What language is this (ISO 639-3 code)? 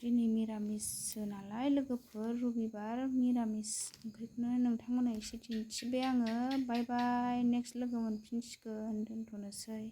brx